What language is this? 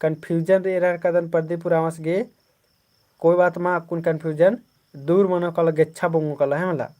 Kurukh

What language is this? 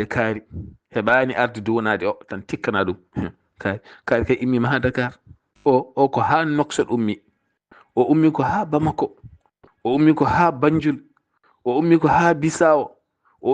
Fula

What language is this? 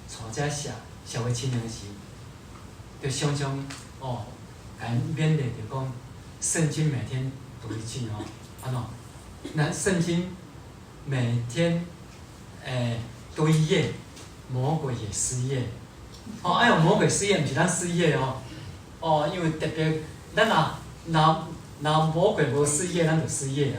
Min Nan Chinese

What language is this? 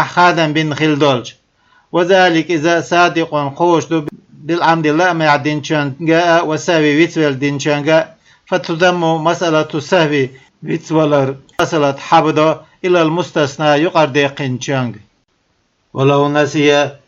Chechen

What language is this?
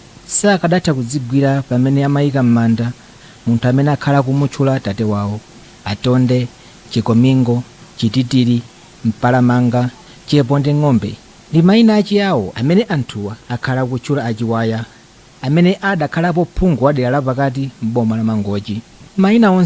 Nyanja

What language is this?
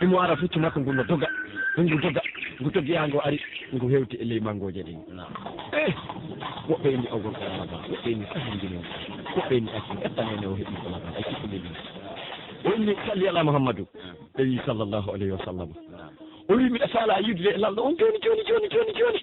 Pular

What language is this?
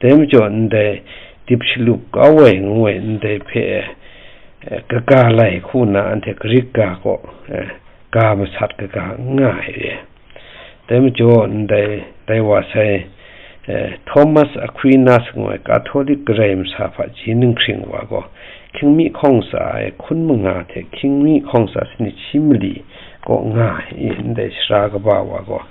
Kachin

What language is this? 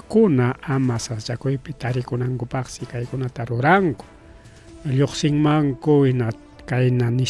Ayacucho Quechua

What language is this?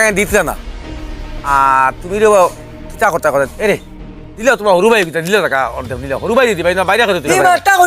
Sylheti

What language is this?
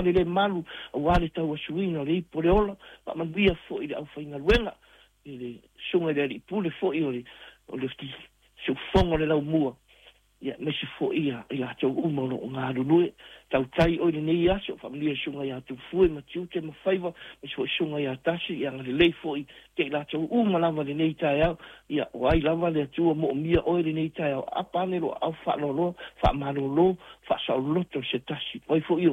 Samoan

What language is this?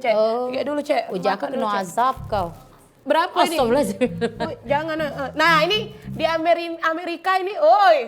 Musi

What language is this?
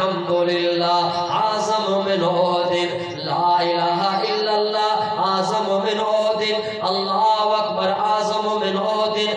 Eastern Balochi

